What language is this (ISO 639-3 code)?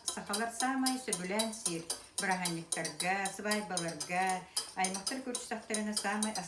sah